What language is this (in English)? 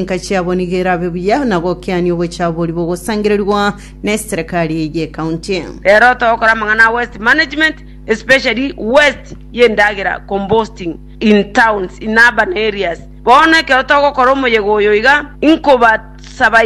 Gusii